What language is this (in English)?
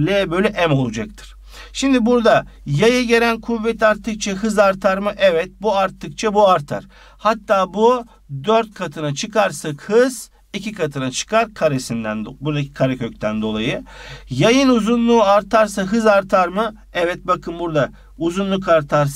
Turkish